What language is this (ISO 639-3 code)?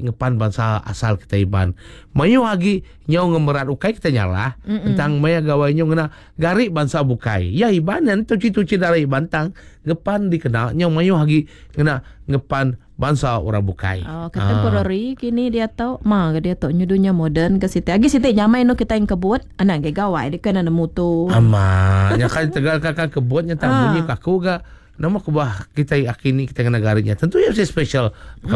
iba